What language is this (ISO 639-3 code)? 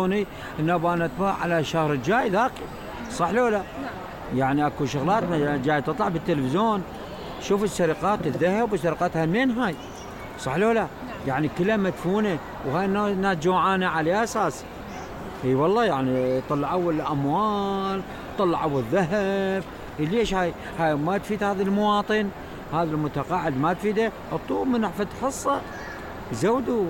acm